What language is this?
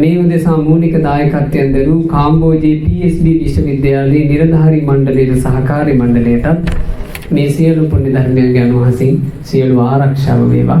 Sinhala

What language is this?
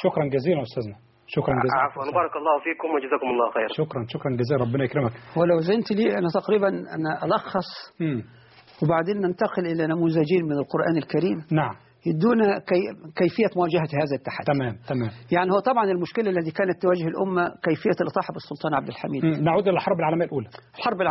Arabic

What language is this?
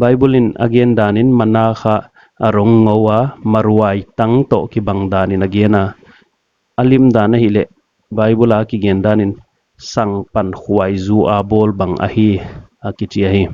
Paite Chin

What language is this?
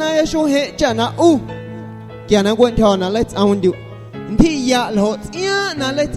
Guerrero Amuzgo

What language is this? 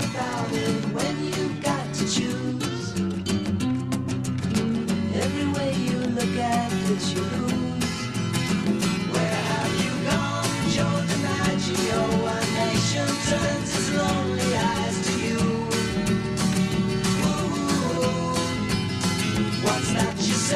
English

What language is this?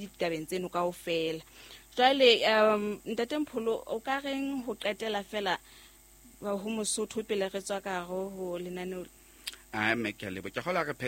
Southern Sotho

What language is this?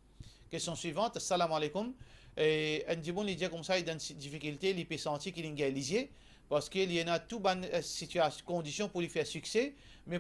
Morisyen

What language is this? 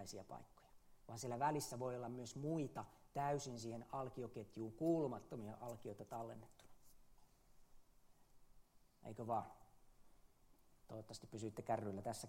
Finnish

